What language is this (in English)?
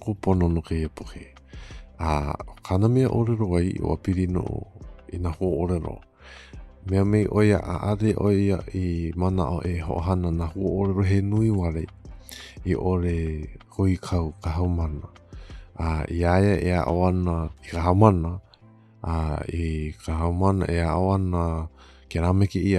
Hawaiian